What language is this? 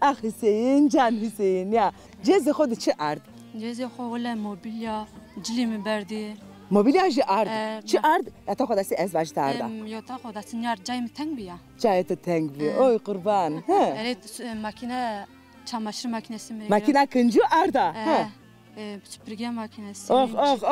Zaza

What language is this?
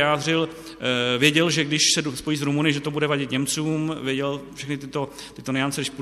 Czech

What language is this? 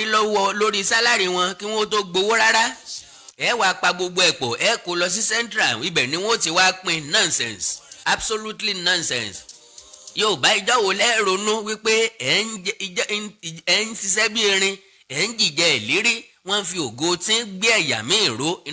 Yoruba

